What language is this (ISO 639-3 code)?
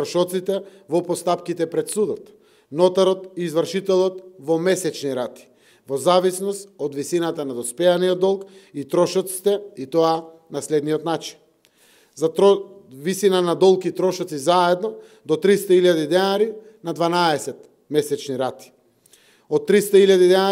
mkd